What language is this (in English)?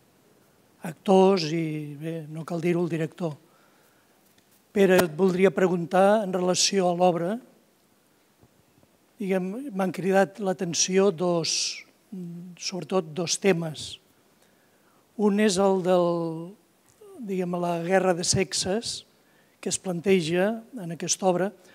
Catalan